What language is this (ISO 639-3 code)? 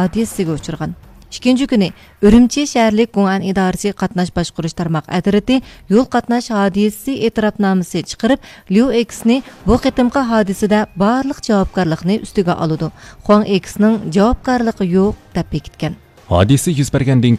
uig